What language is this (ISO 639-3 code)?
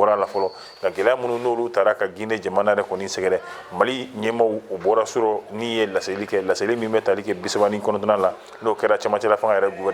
bam